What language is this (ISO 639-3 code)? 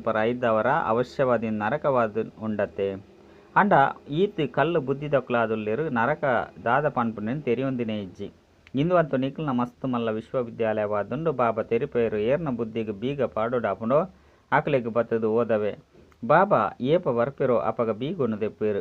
tcy